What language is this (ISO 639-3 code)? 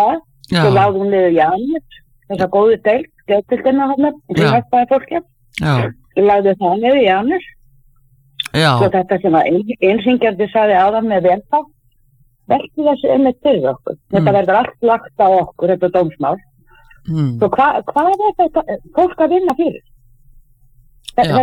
isl